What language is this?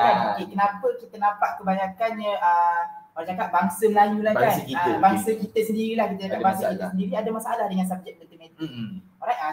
Malay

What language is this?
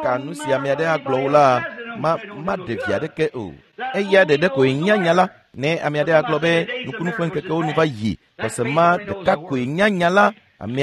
Ewe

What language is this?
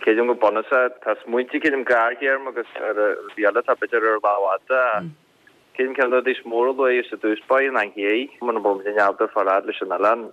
Irish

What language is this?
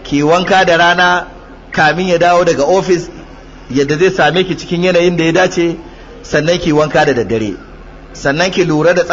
Hausa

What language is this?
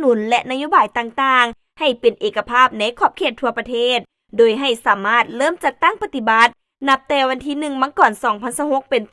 Lao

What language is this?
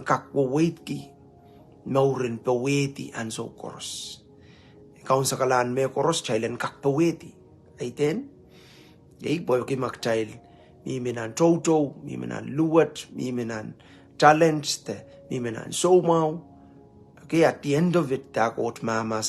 Pohnpeian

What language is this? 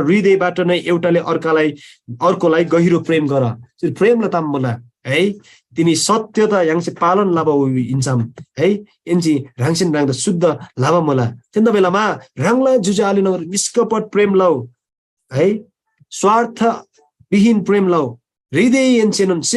Eastern Tamang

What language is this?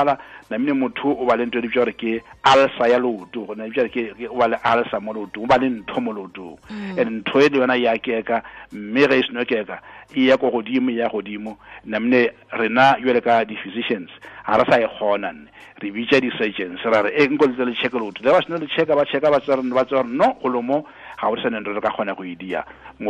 Tswana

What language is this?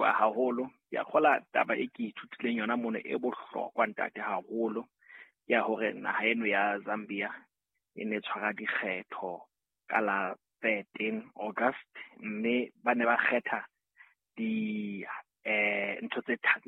Southern Sotho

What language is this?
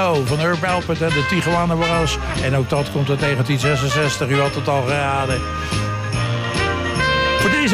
Dutch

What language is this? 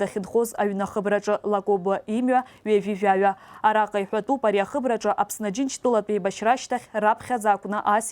Abkhazian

